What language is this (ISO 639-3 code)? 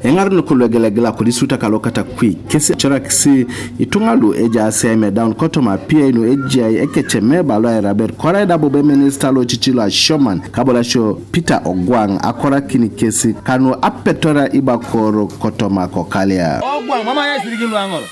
teo